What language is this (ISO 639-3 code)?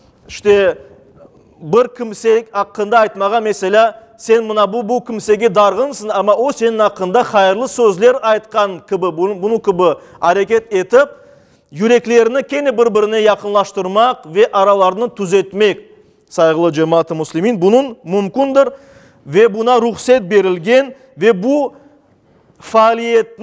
crh